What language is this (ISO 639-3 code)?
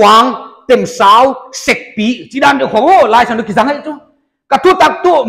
pck